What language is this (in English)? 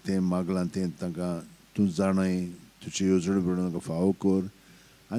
Konkani